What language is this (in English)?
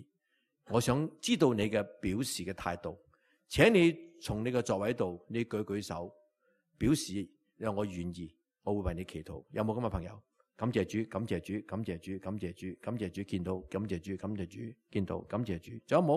Cantonese